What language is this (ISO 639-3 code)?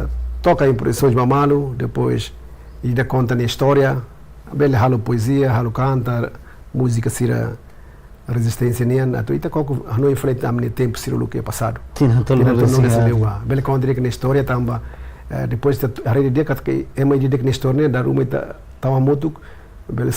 tet